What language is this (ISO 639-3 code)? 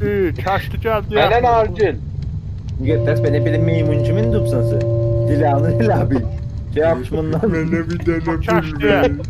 azb